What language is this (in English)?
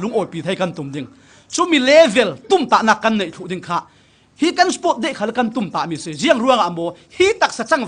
Falam Chin